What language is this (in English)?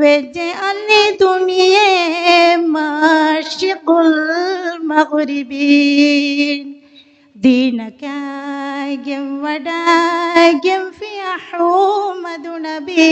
Divehi